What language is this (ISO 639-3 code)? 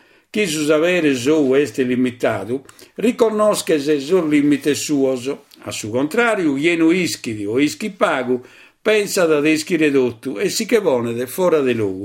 srd